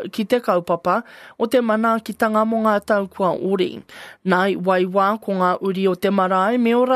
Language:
Māori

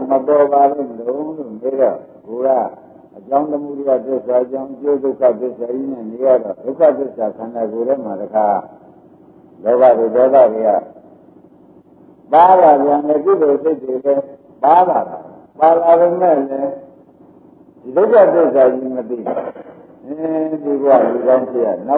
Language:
Burmese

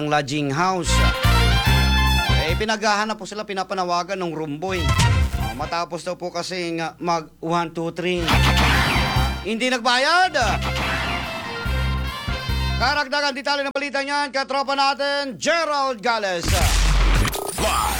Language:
Filipino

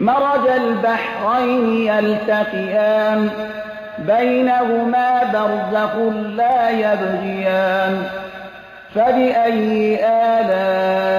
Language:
Persian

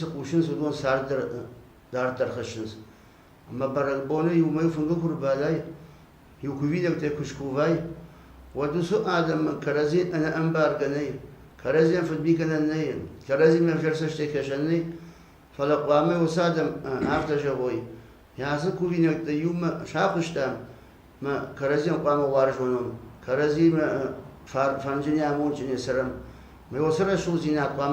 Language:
Ossetic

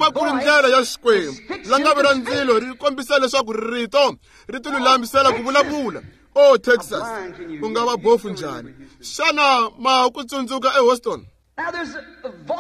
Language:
Tsonga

